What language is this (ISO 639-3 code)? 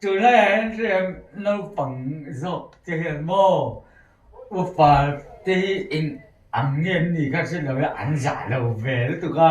lus